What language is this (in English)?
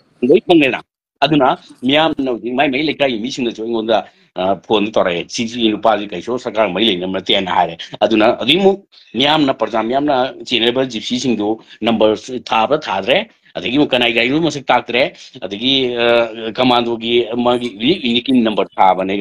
Manipuri